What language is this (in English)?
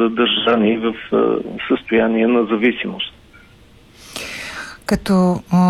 Bulgarian